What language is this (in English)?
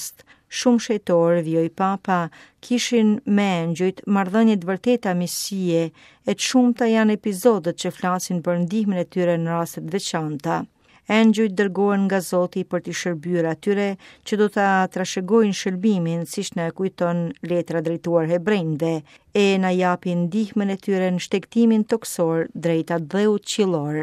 Albanian